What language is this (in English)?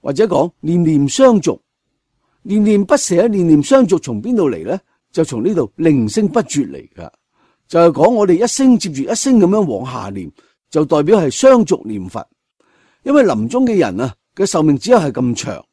Cantonese